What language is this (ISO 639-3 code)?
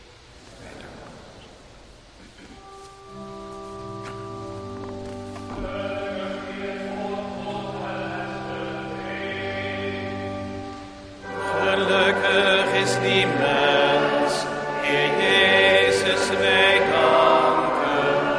nld